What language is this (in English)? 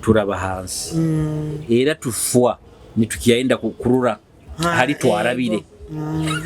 Nyoro